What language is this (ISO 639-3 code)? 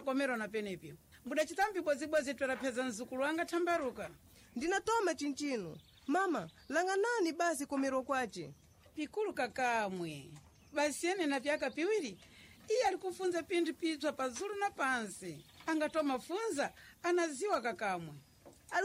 seh